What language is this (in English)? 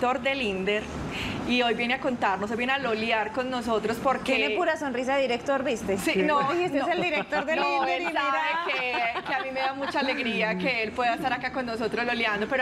Spanish